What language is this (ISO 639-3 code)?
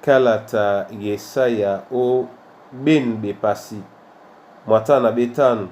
dua